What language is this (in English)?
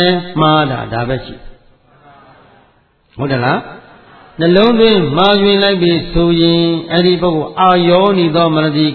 Burmese